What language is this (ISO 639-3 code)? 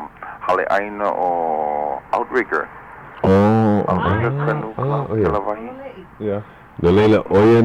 haw